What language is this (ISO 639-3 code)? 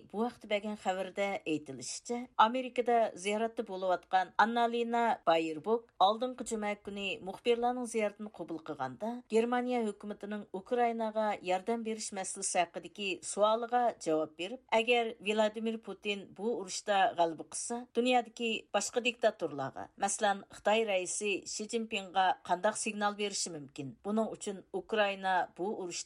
uig